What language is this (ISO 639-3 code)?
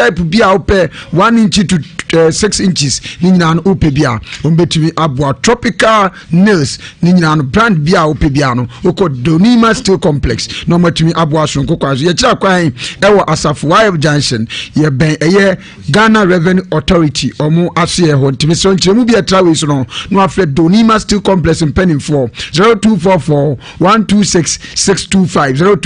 aka